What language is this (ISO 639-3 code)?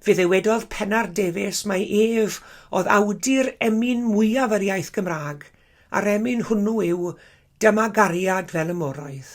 cym